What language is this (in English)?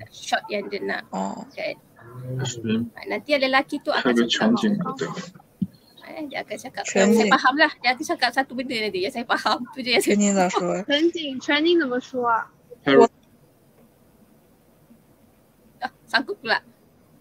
Malay